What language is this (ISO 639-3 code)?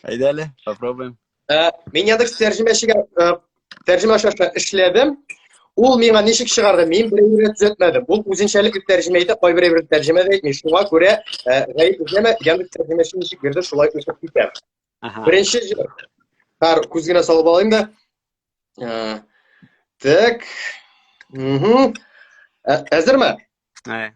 tat